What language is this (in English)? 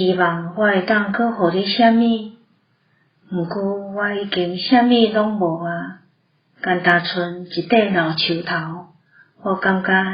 Min Nan Chinese